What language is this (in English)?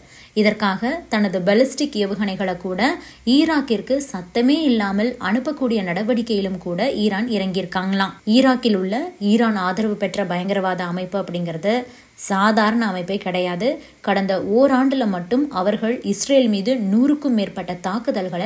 Tamil